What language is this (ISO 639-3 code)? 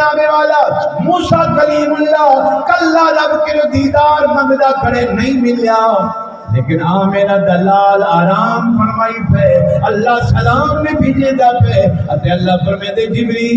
skr